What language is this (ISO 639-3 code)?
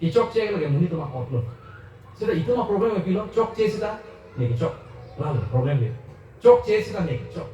mjw